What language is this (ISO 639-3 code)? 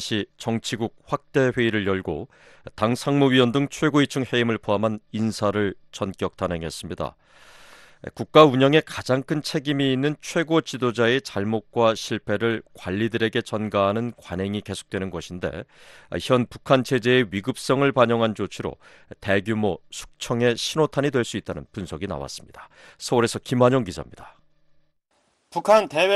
kor